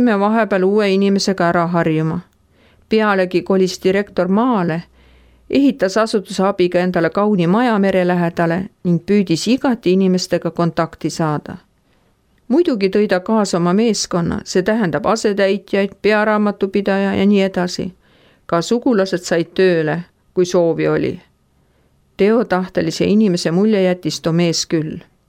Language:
Estonian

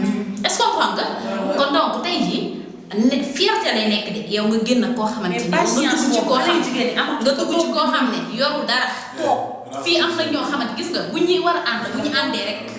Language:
Wolof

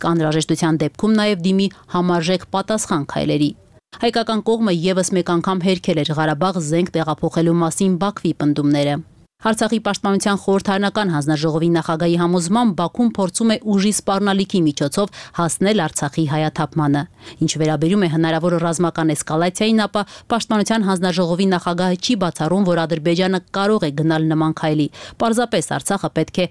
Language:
Armenian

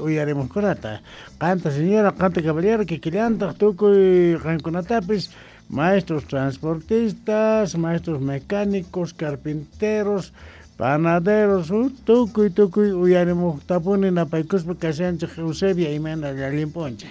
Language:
South Bolivian Quechua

